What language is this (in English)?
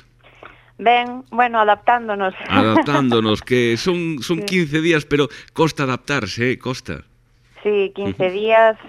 Galician